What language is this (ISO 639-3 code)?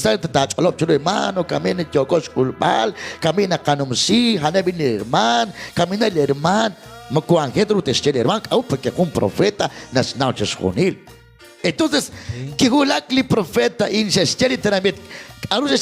kek